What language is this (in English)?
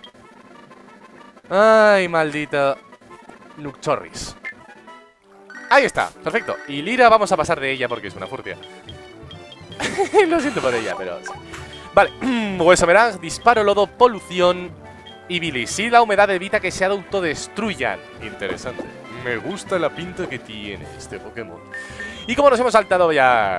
Spanish